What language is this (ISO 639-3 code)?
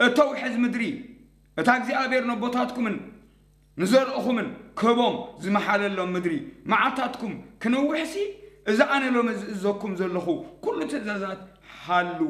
tir